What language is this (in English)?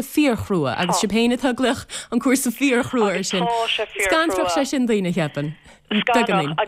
Irish